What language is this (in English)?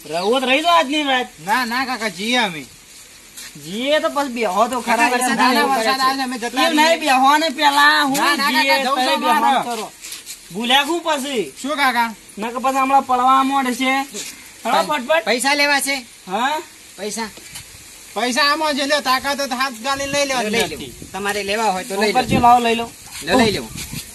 Gujarati